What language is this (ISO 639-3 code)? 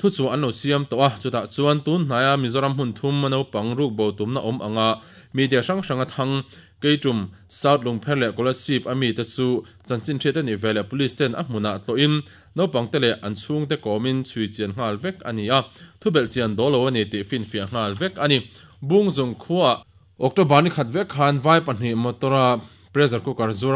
lus